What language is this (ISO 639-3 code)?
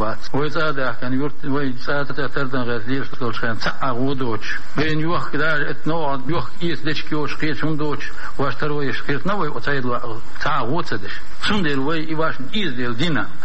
che